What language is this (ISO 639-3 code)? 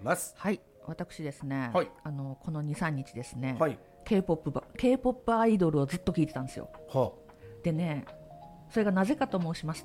jpn